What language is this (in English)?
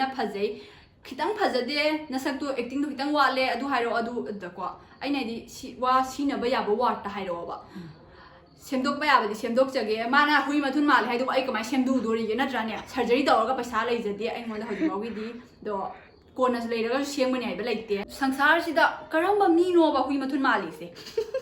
Manipuri